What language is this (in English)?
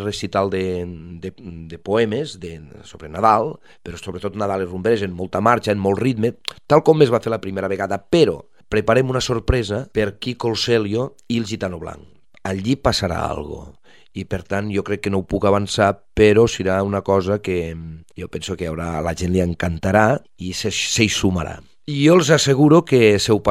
Catalan